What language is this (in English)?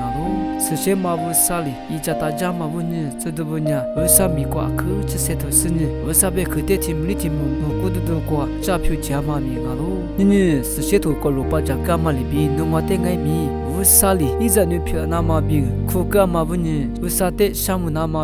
Lisu